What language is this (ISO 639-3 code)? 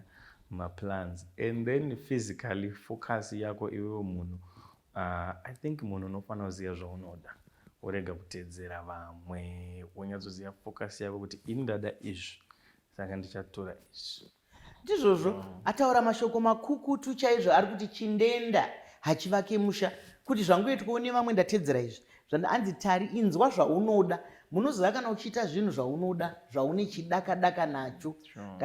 sna